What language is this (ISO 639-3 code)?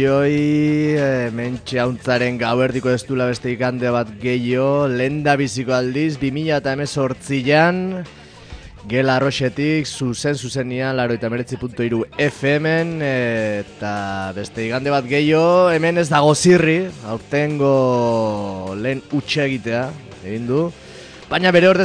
eus